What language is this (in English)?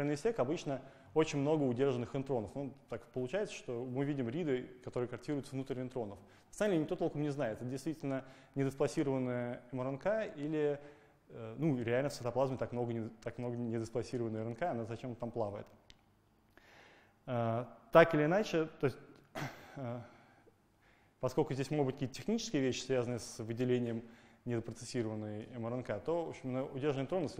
Russian